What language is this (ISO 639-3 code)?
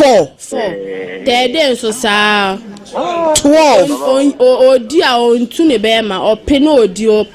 aka